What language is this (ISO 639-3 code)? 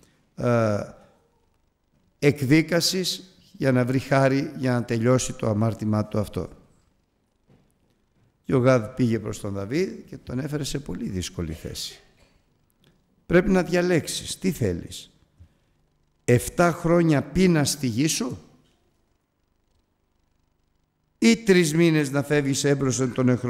ell